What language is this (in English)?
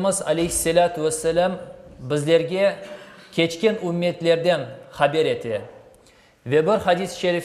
Crimean Tatar